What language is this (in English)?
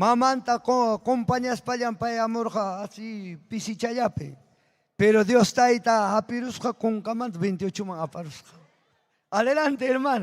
Ayacucho Quechua